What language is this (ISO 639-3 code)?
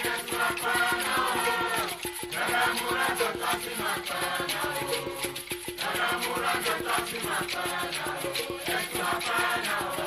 ewe